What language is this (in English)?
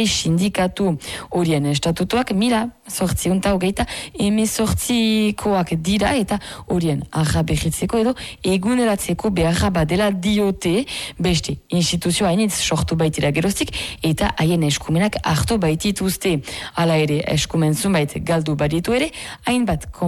Basque